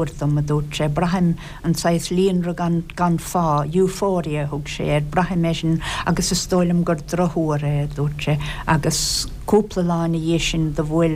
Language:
Irish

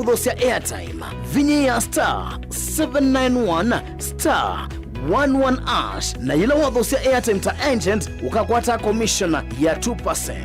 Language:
Kamba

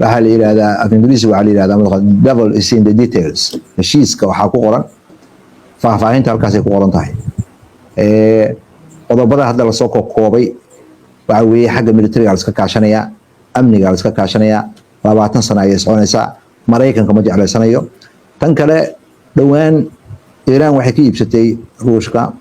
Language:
Somali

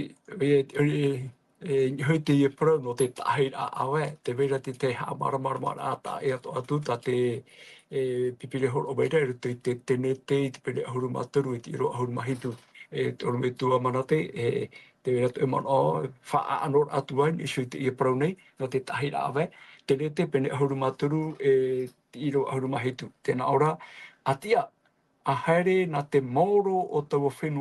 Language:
Tahitian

